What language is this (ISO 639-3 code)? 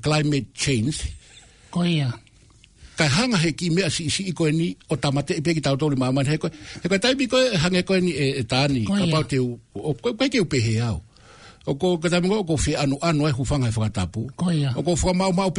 ton